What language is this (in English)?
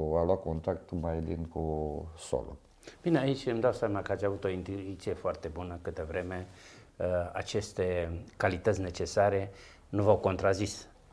Romanian